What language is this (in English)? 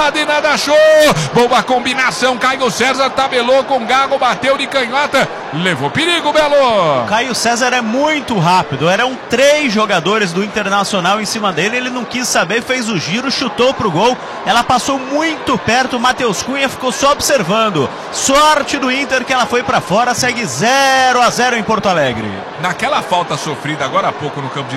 Portuguese